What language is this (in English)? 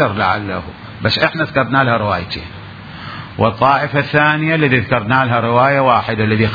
Mesopotamian Arabic